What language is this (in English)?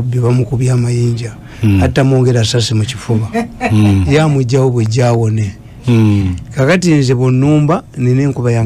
Ganda